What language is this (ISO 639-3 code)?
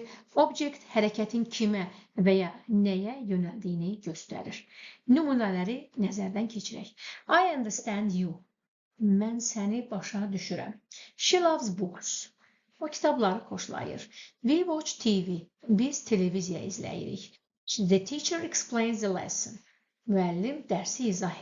aze